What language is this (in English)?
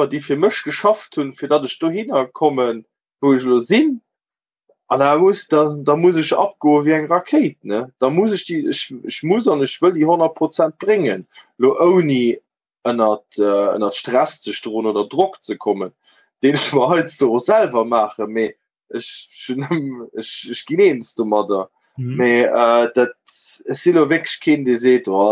Luxembourgish